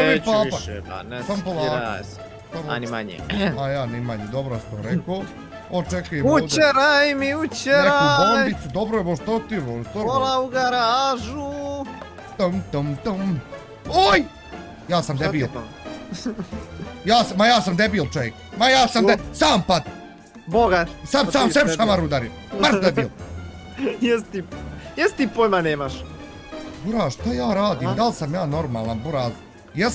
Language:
Bosnian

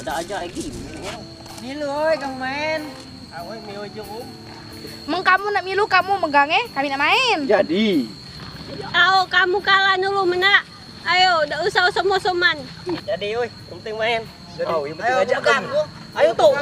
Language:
Musi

